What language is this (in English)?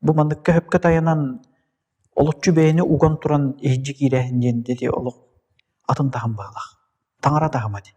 Yakut